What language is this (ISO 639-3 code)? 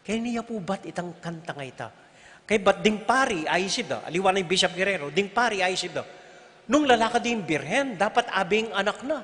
pam